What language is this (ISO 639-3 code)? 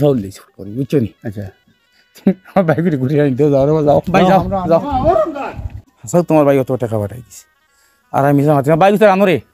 syl